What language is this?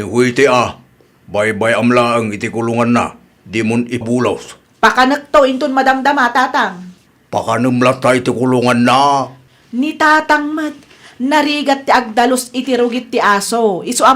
Iloko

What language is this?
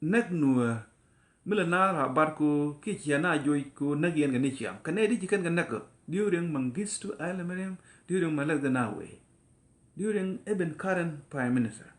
Nuer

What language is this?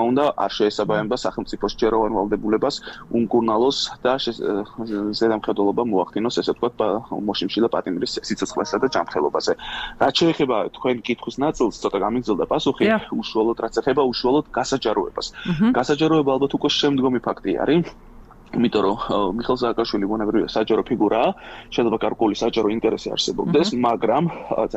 Georgian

